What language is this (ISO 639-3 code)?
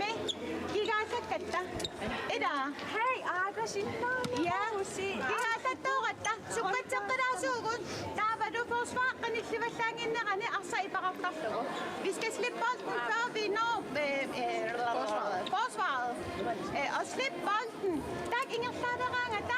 kal